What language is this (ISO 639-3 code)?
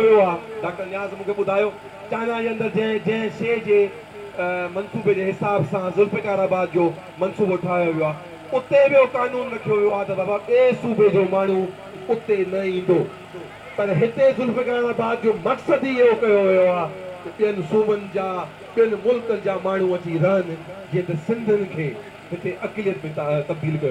snd